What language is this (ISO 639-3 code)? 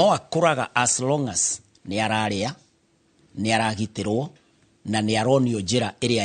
kik